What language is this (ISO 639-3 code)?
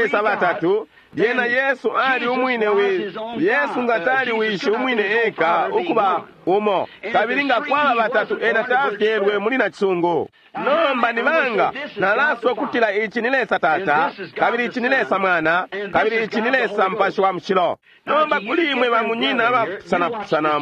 bem